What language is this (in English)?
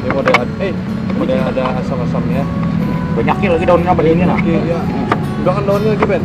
Banjar